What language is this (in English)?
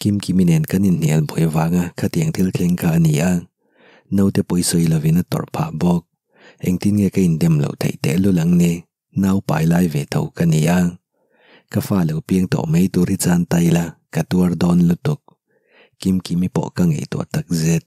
Mizo